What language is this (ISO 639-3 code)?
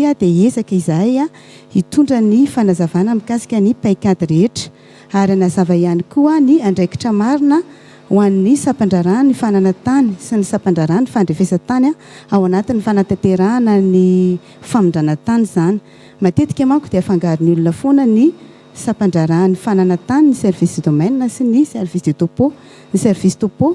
mlg